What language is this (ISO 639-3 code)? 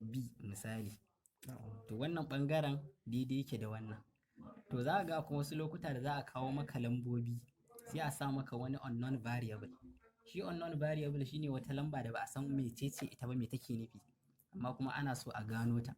hau